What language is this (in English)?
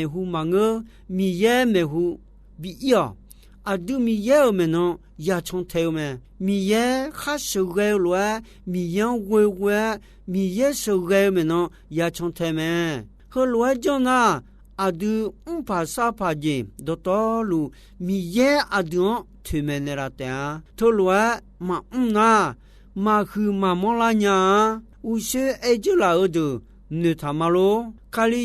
Akha